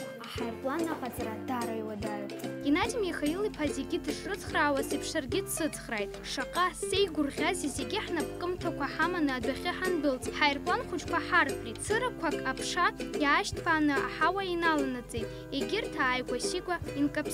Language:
Abkhazian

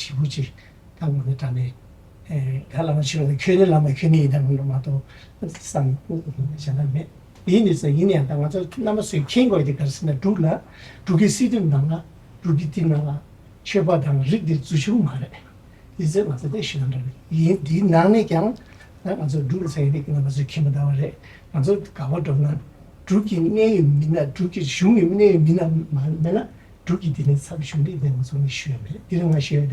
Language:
Tibetan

